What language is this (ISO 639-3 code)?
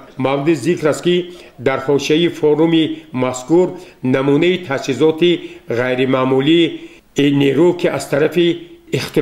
tgk